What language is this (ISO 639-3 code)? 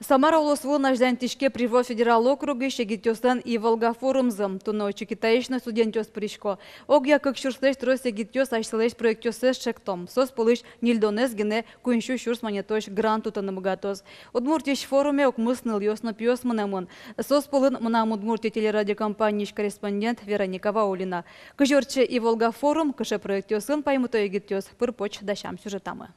udm